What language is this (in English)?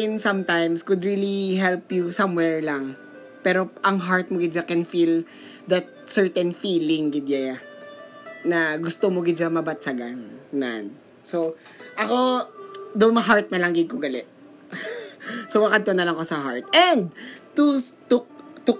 Filipino